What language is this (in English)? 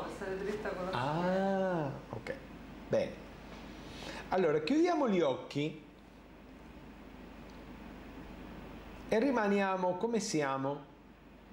Italian